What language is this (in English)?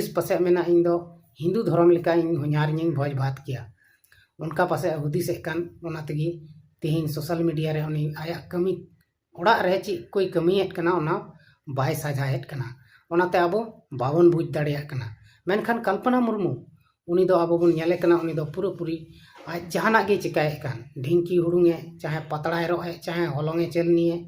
Santali